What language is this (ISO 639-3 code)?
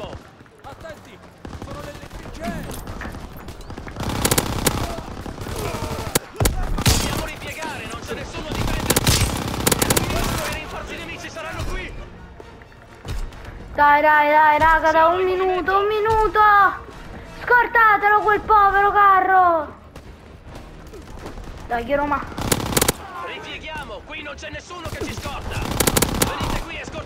ita